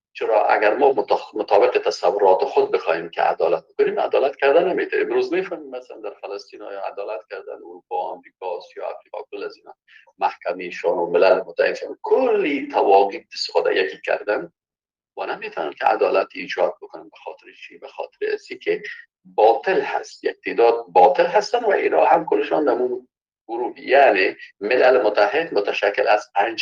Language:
Persian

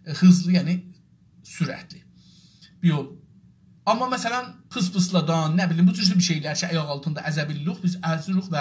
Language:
South Azerbaijani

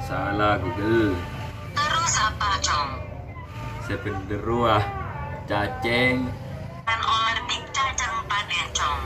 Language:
Madurese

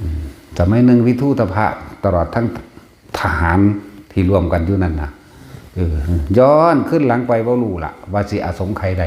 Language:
Lao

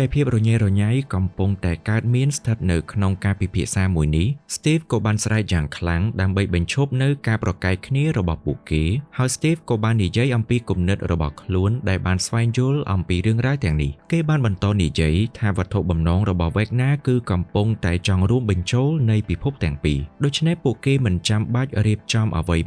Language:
Khmer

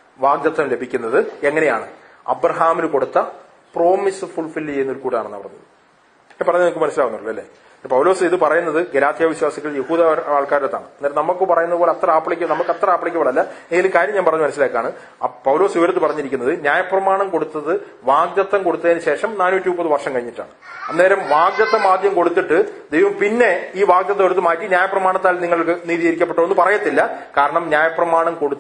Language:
Malayalam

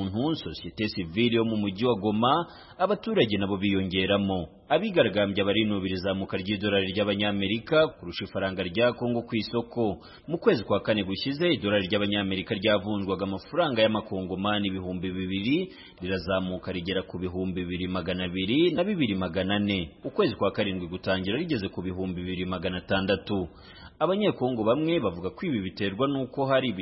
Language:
Kinyarwanda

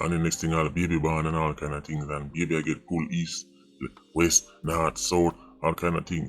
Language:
Jamaican Creole English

